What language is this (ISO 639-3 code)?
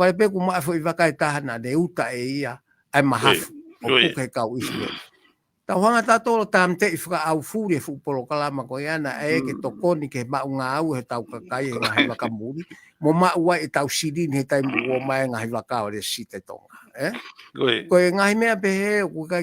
ton